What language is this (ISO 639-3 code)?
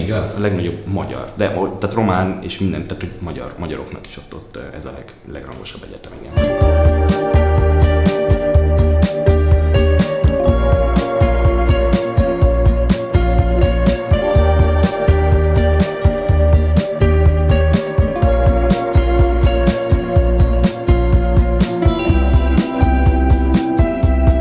hun